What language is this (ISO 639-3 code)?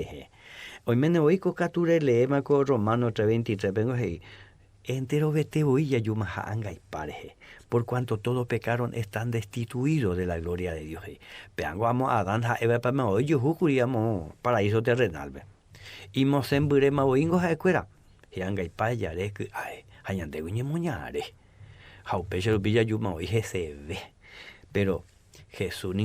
grn